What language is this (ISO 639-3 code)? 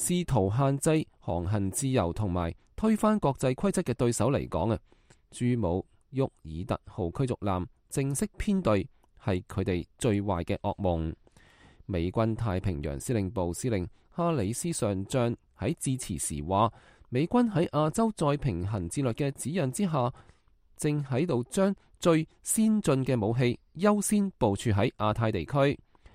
yue